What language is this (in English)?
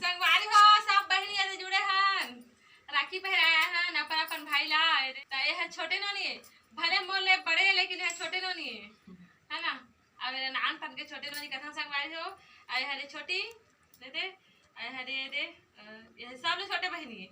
Chhattisgarhi